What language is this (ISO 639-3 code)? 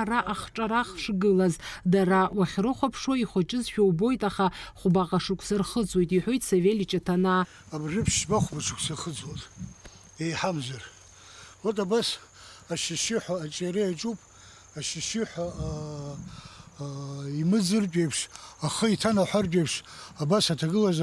abk